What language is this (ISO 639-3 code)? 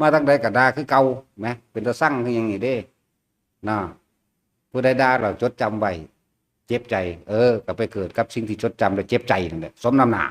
tts